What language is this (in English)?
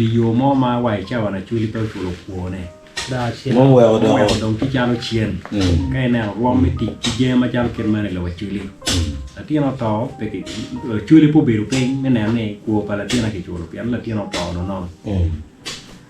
Acoli